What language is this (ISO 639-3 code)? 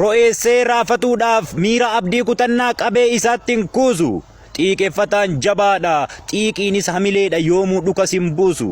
orm